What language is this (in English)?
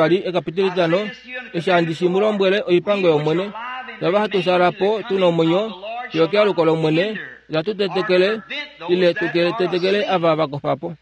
Kuanyama